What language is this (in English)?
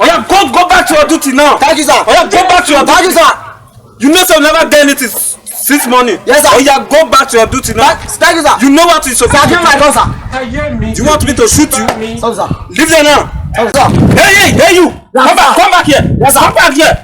Nigerian Pidgin